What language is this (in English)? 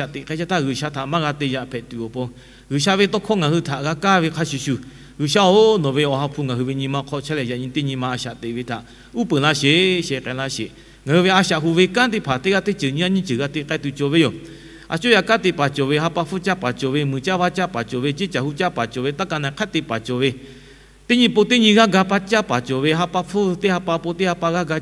Lahu